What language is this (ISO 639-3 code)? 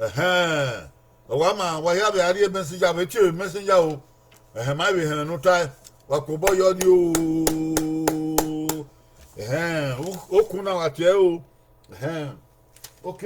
bin